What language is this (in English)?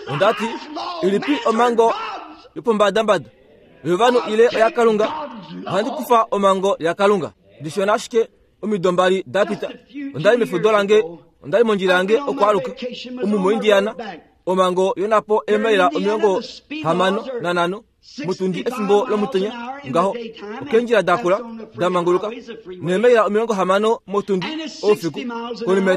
Kuanyama